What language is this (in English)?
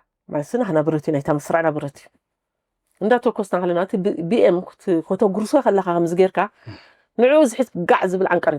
Tigrinya